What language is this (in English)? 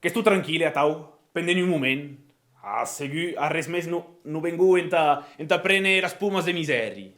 Occitan